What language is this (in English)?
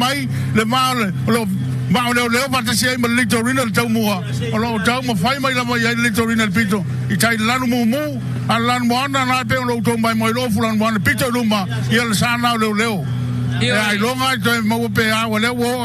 Samoan